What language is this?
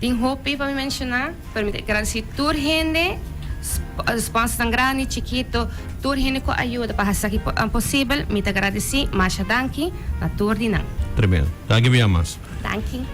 Papiamento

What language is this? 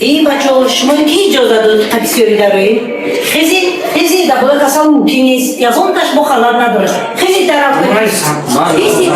Tajik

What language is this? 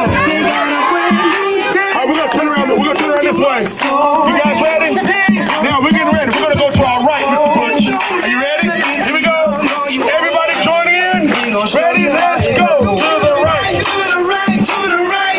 English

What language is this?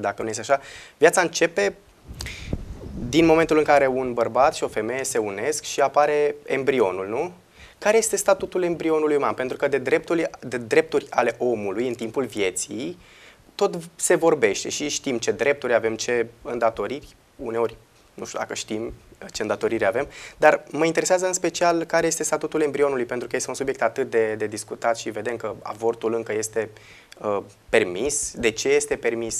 Romanian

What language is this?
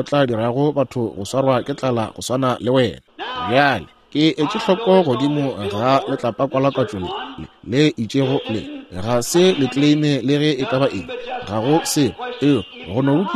Northern Sotho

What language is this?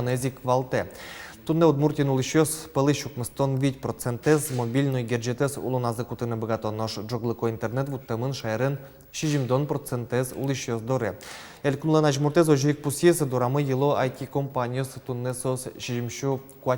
Udmurt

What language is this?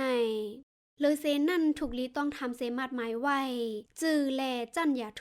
Shan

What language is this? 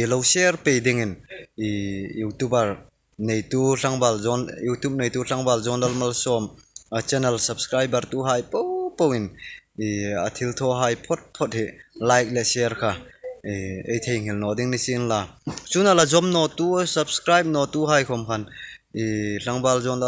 Hmar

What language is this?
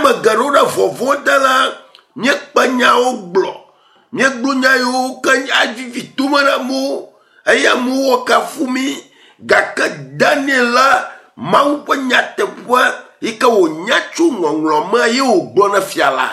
Ewe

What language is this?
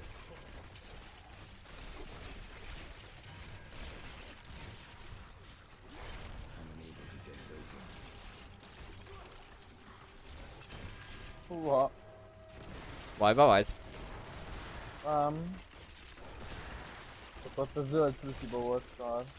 Hungarian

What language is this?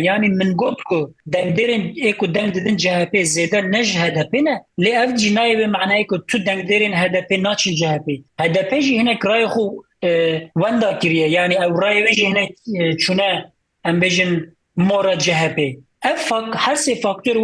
Kurdish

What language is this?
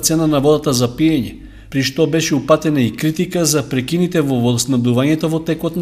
Macedonian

